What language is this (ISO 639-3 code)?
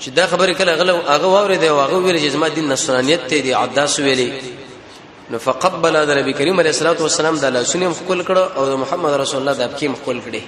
pus